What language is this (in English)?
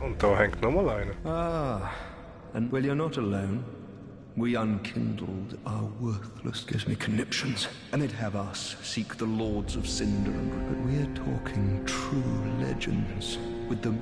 Swiss German